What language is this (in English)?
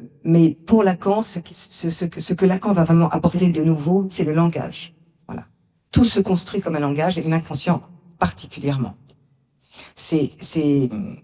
French